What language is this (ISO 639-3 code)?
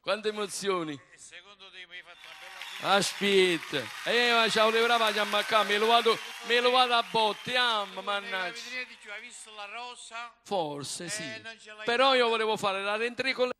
nap